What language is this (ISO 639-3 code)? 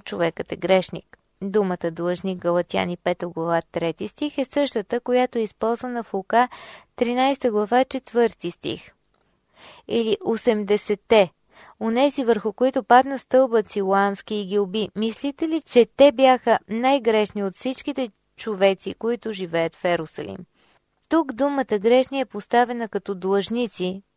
bul